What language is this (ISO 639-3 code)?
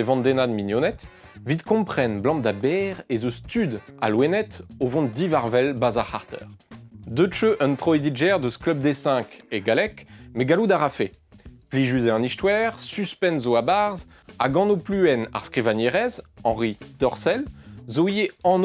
bre